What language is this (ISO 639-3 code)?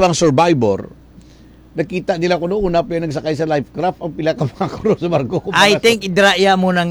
hil